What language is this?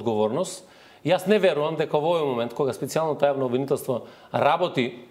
Macedonian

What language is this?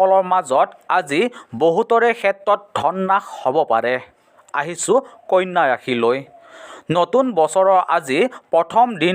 Assamese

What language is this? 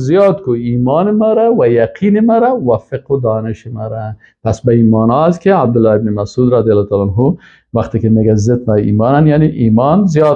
Persian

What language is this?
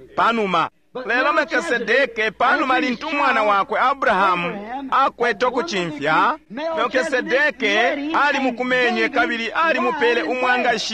Bemba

